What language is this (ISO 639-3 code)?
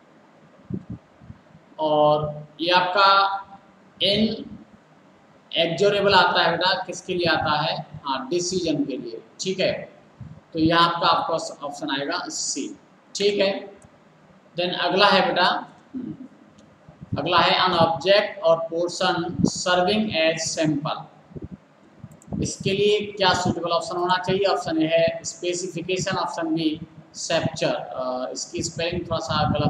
hin